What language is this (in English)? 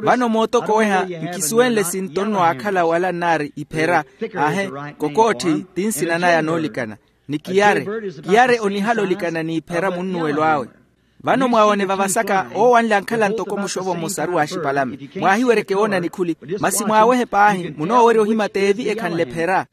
Makhuwa